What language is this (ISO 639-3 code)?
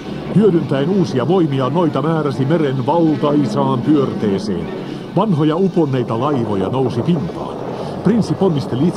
fin